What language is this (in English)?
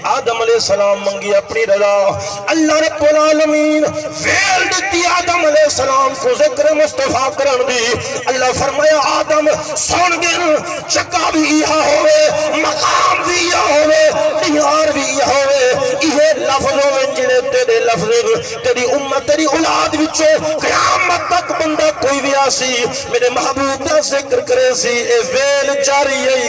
Saraiki